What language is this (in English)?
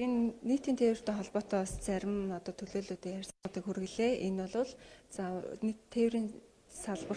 Mongolian